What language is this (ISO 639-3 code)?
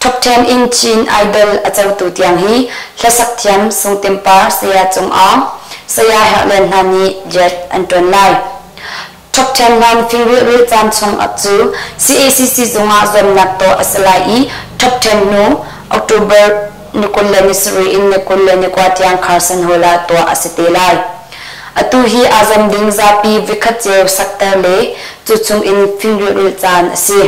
cnh